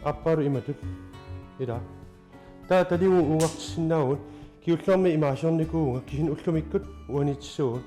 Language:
Kalaallisut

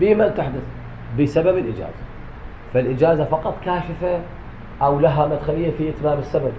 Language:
Mesopotamian Arabic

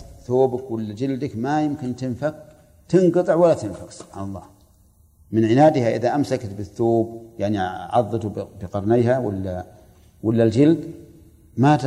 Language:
Arabic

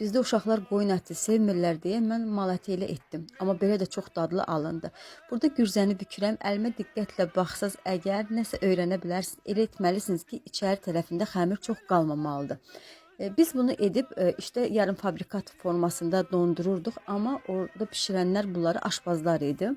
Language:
Azerbaijani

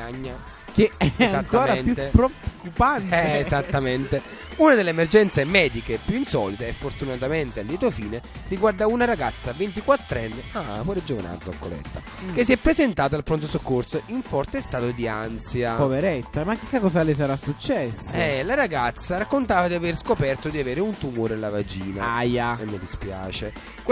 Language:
Italian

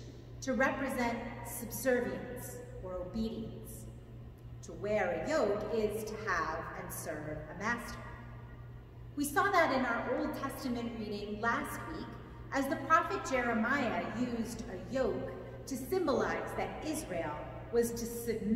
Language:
English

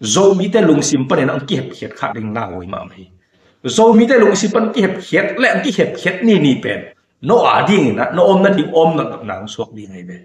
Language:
Tedim Chin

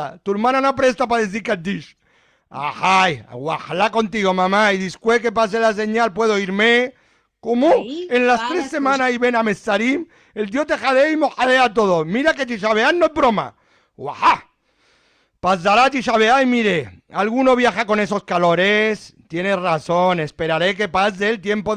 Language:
Ladino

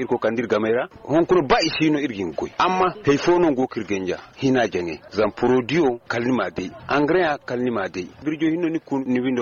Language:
Zarma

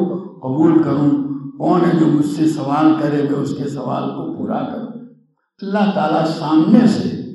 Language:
Urdu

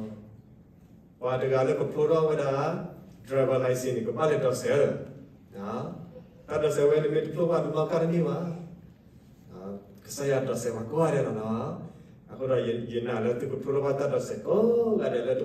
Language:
S'gaw Karen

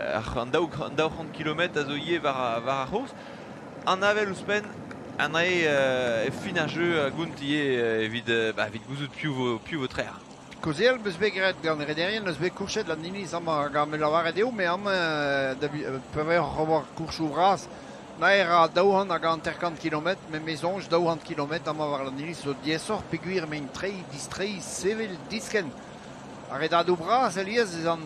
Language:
Breton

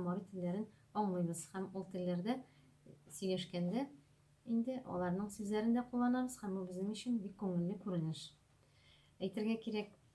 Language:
Tatar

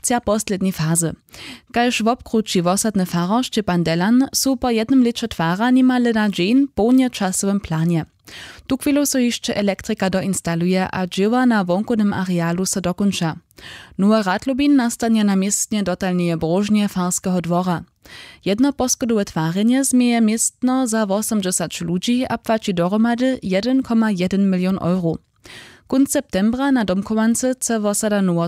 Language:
Upper Sorbian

